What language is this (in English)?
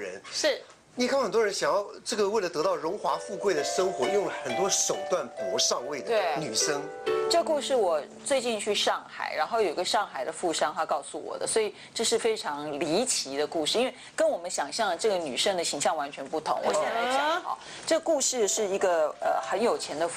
Chinese